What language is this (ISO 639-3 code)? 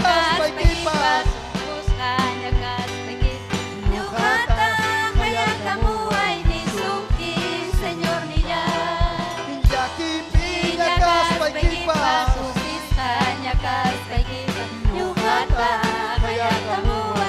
quy